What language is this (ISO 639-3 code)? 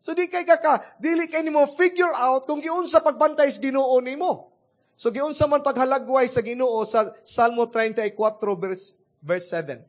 ceb